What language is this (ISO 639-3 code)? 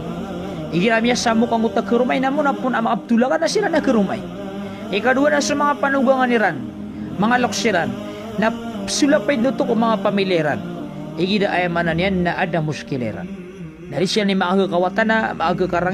mrw